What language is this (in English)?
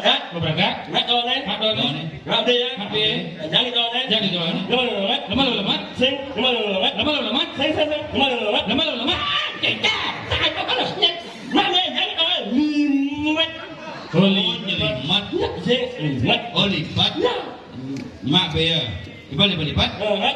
Balinese